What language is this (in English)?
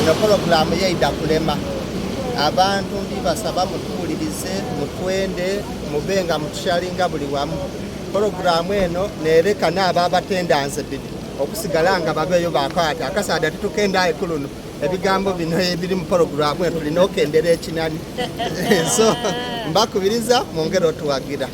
Soga